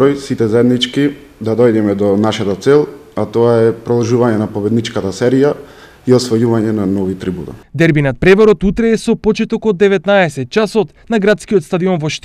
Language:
Macedonian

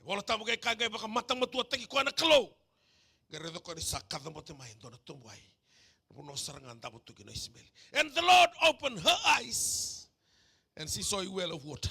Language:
Fijian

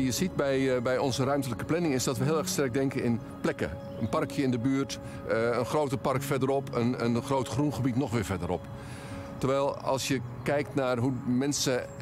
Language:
Dutch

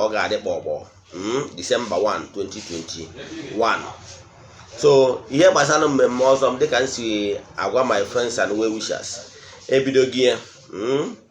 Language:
Igbo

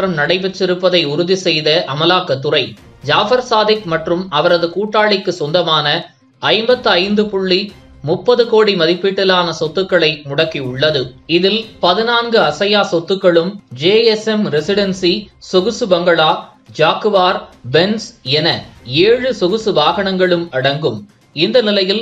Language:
Tamil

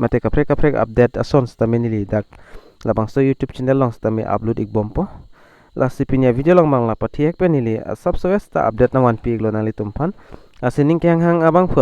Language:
Karbi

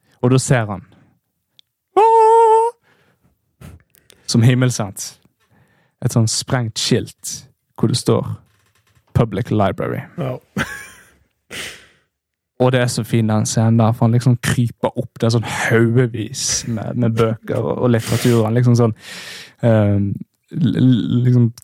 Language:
Norwegian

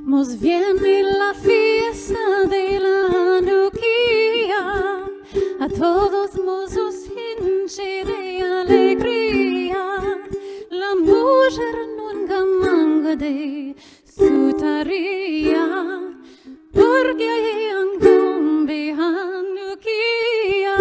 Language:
Ladino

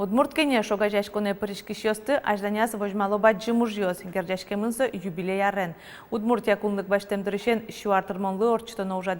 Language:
Udmurt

